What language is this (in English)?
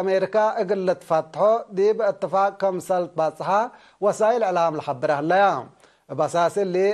Tigre